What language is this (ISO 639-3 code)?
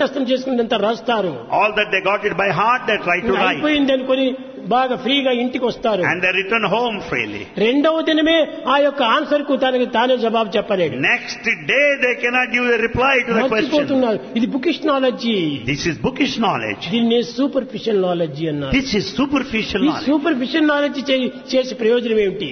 tel